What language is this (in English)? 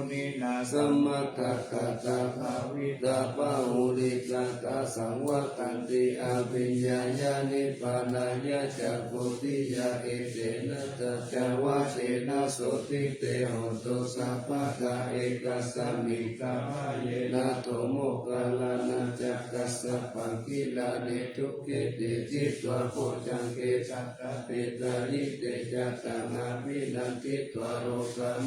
Pali